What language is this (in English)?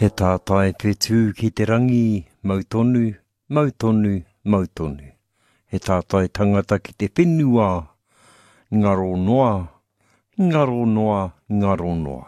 Māori